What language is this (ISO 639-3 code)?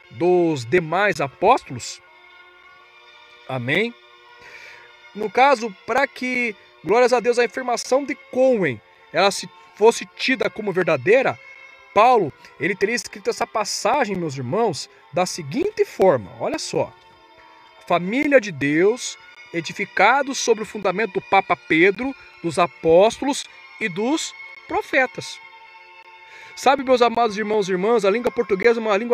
por